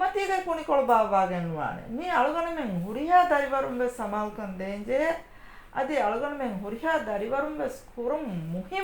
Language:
Divehi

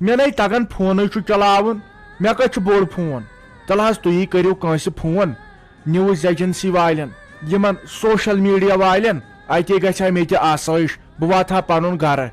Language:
Kashmiri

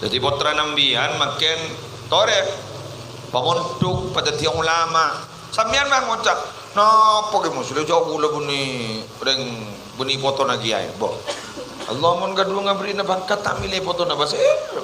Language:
Madurese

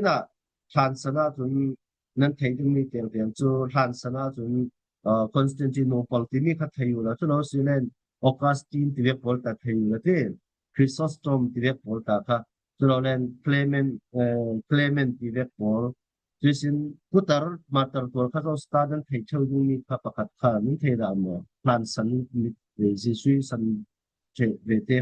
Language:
Falam Chin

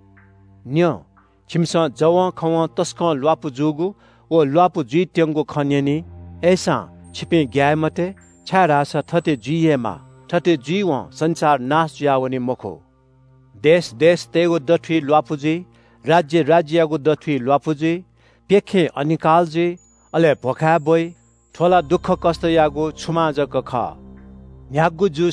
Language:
Newari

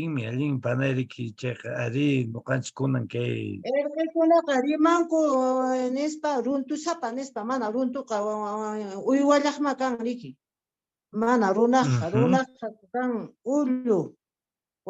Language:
Quechua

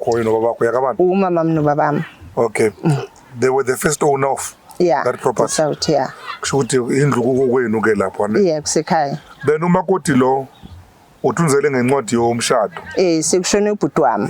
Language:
Zulu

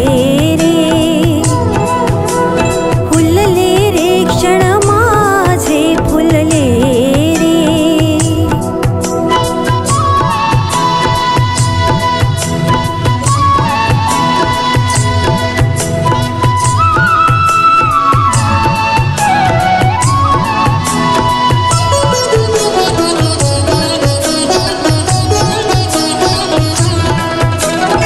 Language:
Marathi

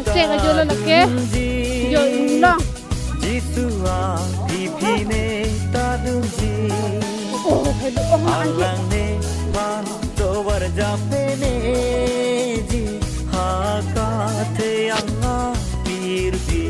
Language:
Karbi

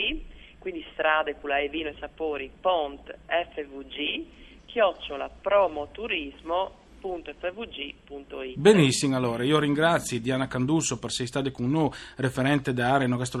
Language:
Friulian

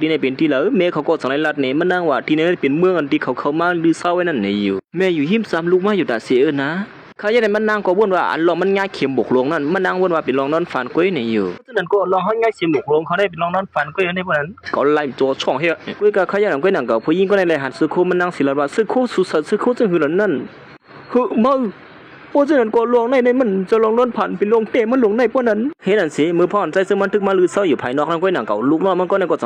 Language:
Shan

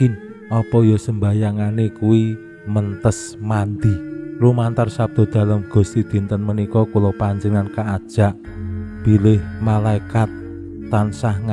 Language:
Javanese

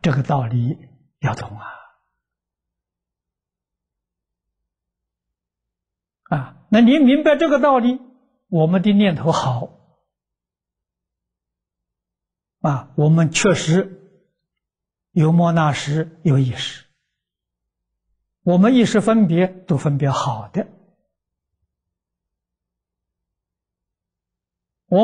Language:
Chinese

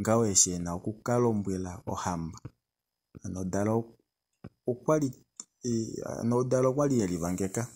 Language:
Kuanyama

